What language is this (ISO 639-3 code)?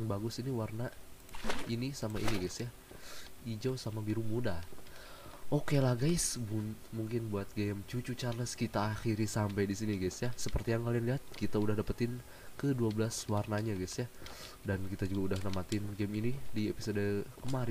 ind